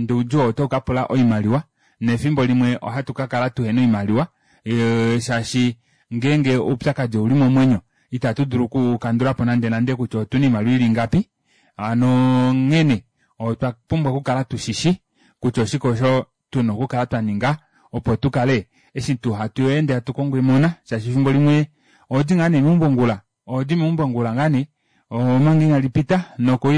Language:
Kuanyama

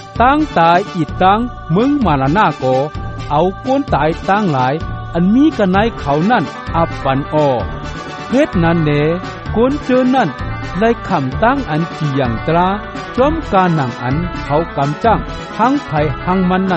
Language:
Shan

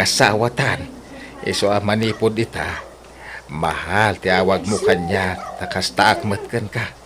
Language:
Iloko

